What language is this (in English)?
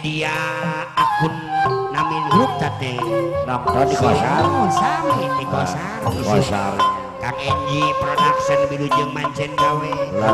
Sundanese